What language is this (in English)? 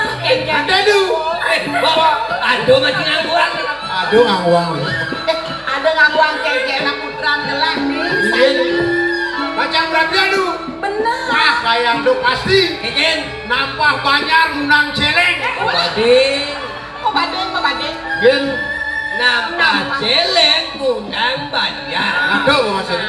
Balinese